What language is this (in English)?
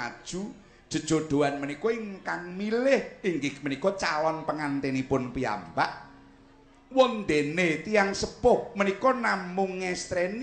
Javanese